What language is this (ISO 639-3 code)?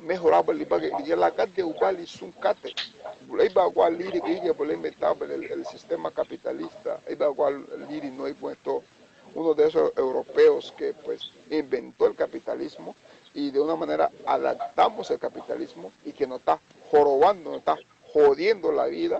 cab